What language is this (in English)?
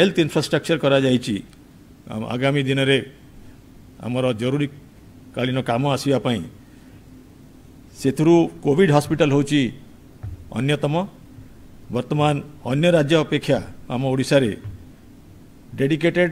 Odia